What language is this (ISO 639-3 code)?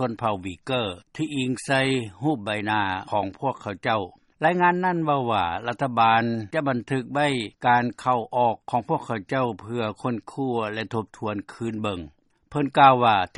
lao